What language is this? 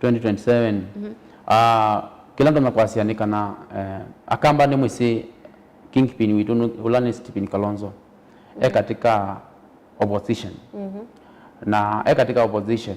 Kamba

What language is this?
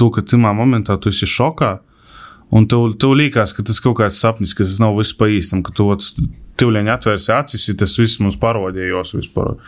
Latvian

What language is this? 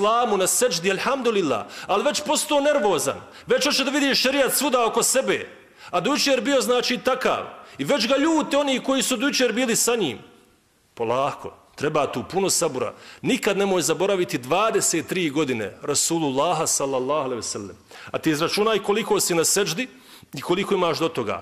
Bosnian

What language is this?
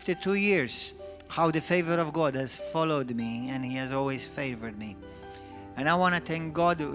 English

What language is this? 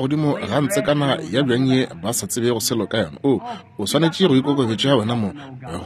Northern Sotho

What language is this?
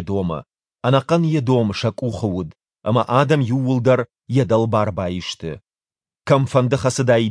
Ossetic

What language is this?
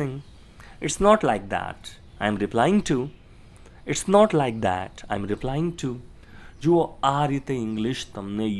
Gujarati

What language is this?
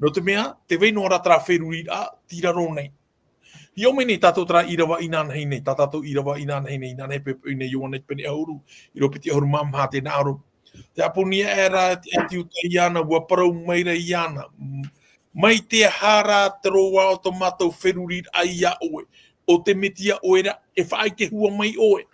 Tahitian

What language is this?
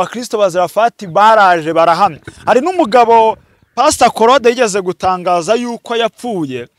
Kinyarwanda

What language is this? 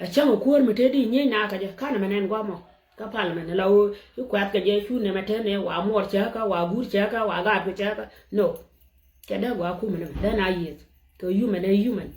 Nuer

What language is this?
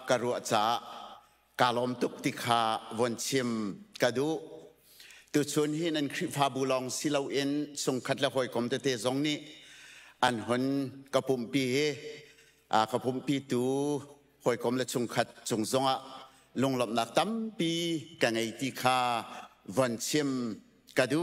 Hakha Chin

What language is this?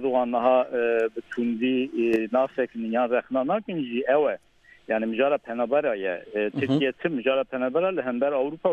Kurdish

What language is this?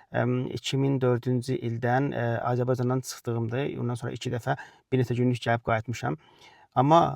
Azerbaijani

